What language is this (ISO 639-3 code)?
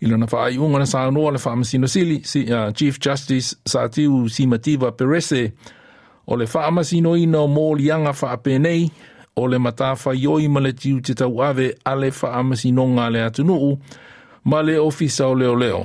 smo